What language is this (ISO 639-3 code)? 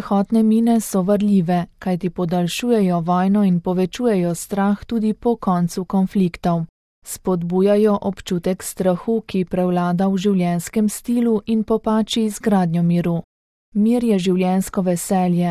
slv